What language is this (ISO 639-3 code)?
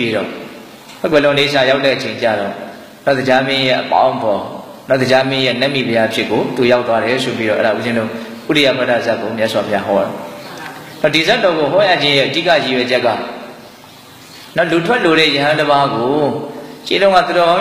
mya